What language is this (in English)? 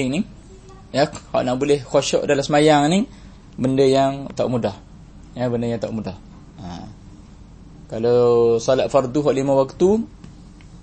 Malay